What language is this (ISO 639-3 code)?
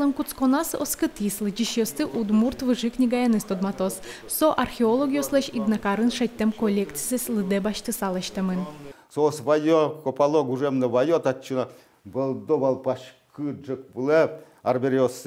udm